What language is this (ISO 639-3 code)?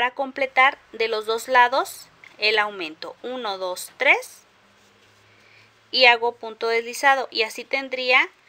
spa